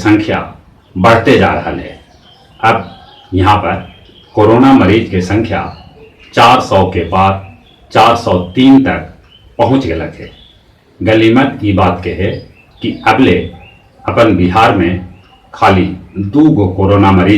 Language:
Magahi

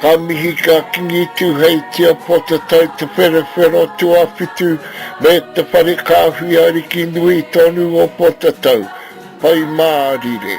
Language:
Māori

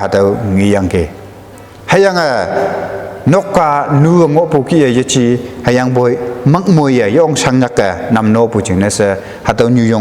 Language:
Konyak Naga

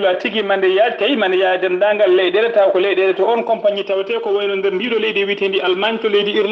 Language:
Fula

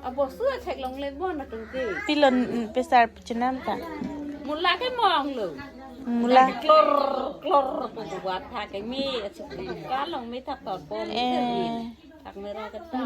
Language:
Karbi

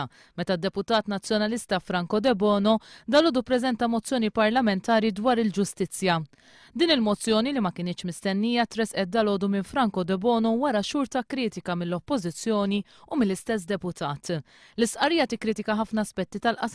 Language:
Maltese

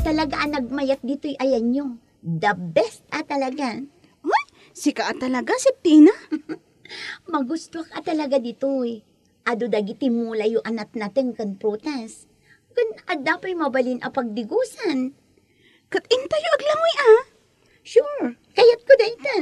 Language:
Iloko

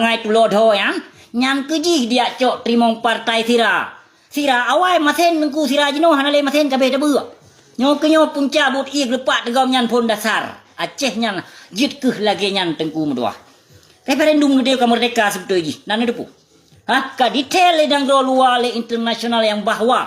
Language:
Achinese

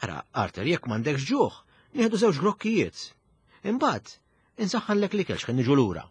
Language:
Maltese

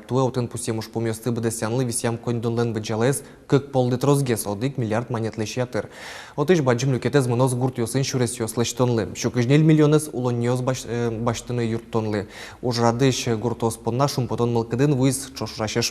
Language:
Udmurt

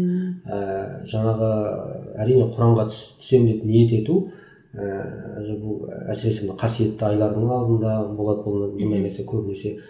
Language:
Kazakh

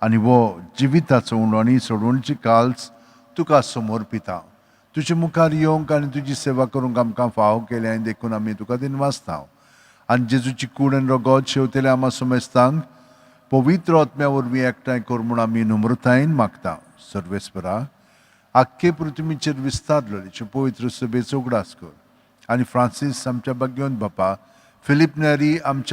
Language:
Konkani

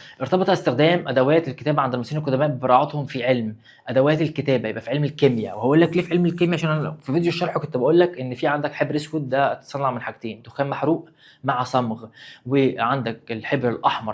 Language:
Egyptian Arabic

